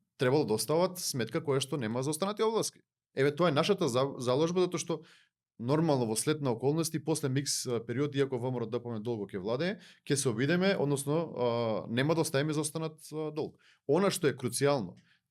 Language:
Macedonian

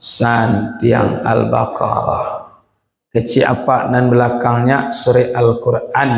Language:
Minangkabau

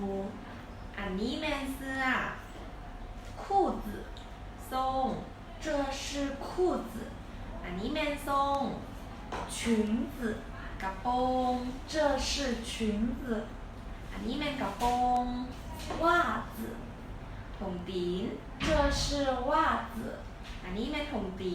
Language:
Lao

